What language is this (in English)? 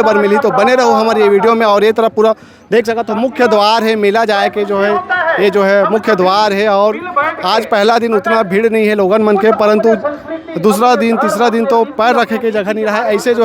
Chhattisgarhi